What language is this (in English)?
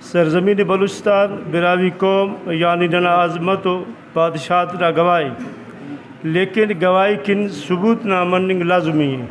Brahui